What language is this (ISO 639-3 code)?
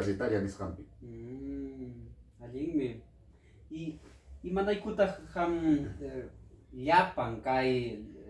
quy